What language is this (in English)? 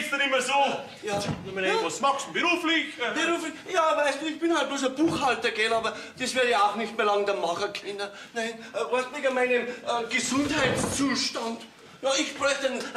Bavarian